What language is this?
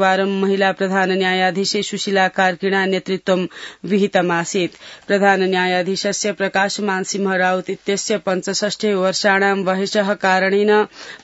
Sanskrit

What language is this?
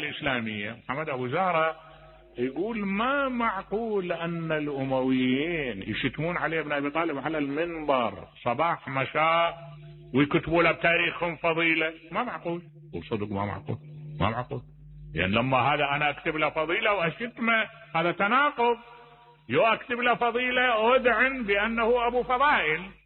Mesopotamian Arabic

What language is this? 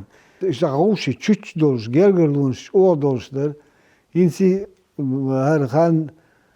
Chechen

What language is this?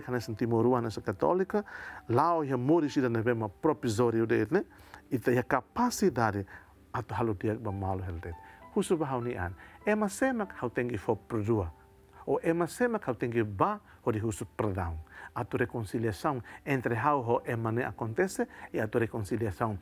Tetum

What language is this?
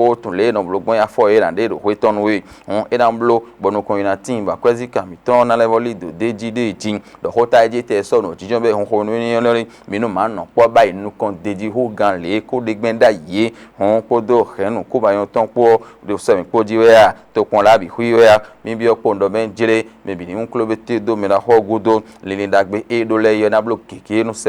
Fon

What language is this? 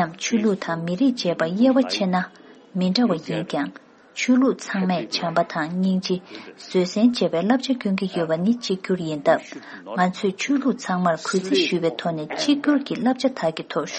Tibetan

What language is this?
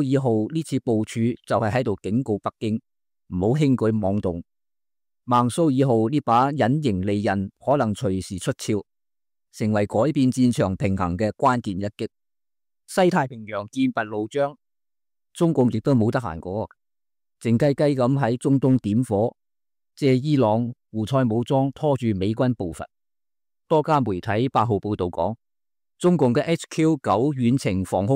Cantonese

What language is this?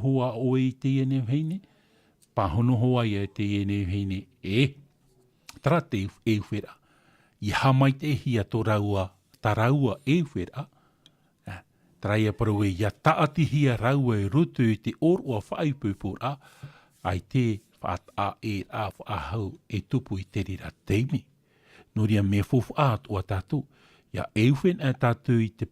Tahitian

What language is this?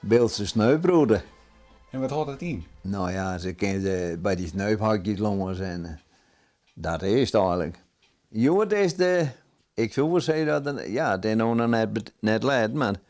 Western Frisian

